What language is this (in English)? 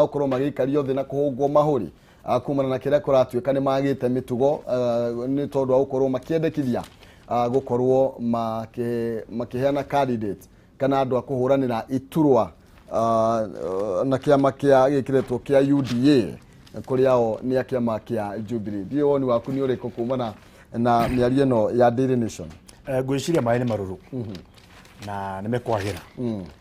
Kikuyu